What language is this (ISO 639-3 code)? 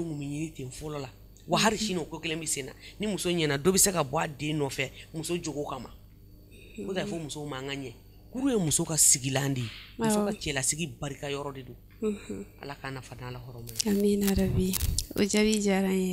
bam